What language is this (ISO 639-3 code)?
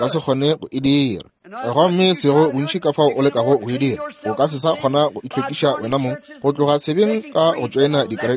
nso